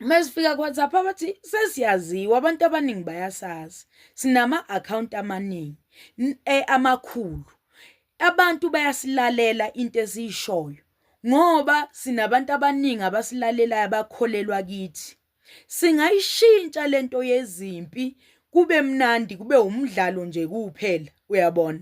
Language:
Zulu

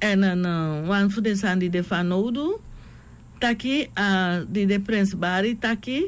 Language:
Sranan Tongo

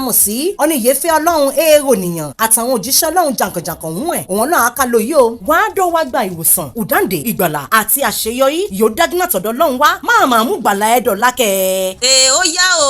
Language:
Yoruba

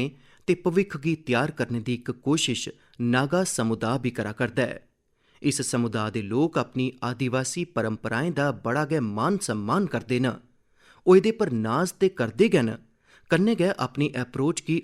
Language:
Dogri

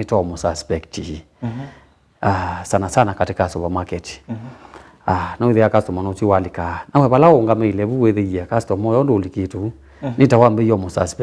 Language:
Kamba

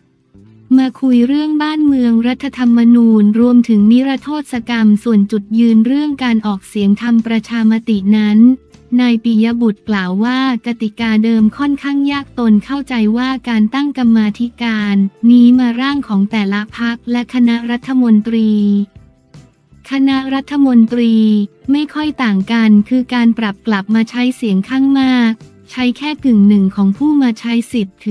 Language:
Thai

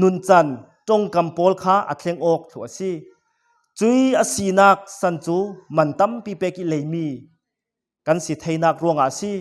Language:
Falam Chin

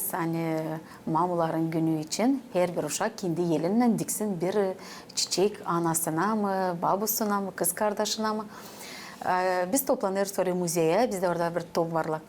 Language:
Gagauz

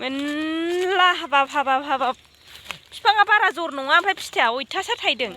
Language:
Bodo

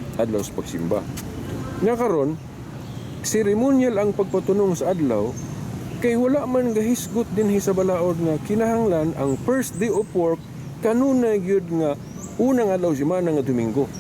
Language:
Cebuano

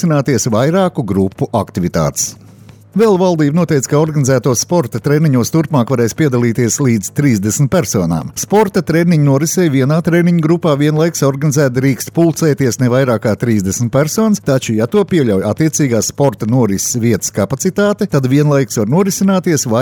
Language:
Latvian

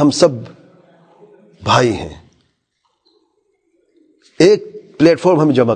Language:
Urdu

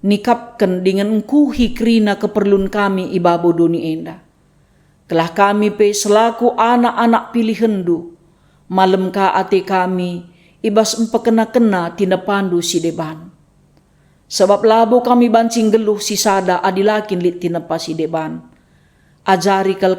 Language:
Batak Karo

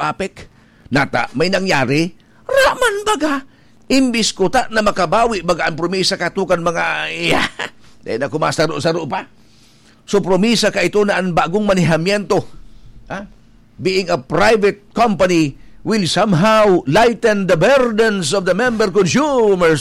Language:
Bikol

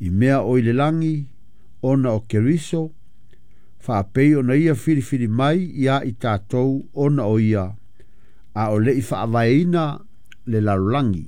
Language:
Samoan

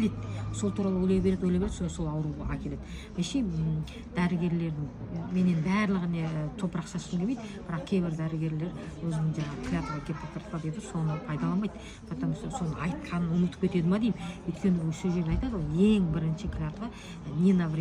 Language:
Kazakh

